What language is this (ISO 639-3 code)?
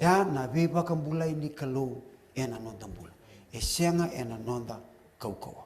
fij